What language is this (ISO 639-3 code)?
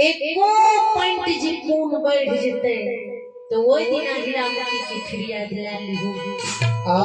mai